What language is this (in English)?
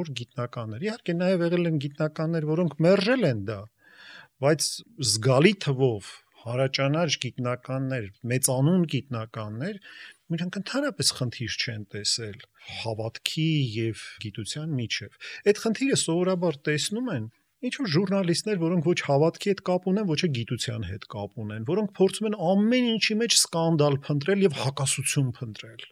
Armenian